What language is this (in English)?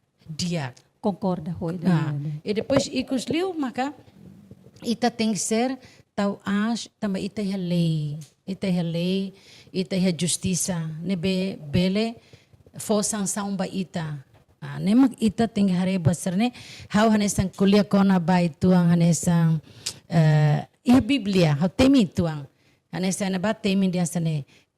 Tetum